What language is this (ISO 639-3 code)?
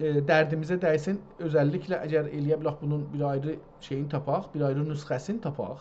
azb